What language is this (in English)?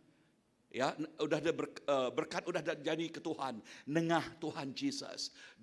Iban